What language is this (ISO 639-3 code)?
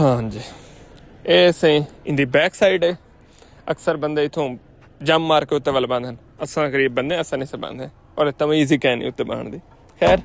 skr